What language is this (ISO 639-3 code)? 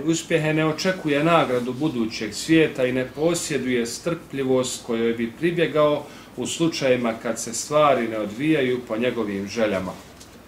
bos